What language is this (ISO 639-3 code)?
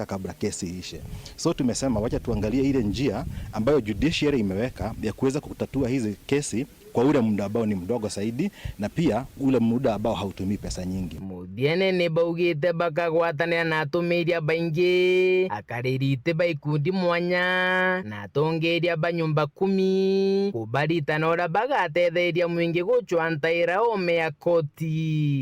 mer